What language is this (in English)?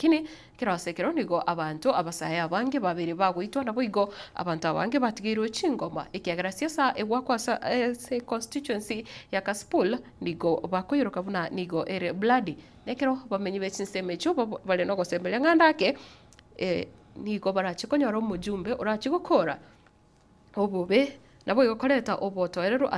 Gusii